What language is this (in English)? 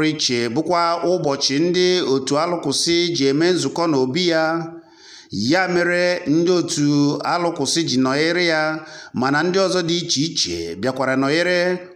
Igbo